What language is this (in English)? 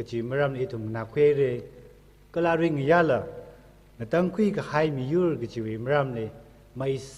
Tangkhul Naga (India)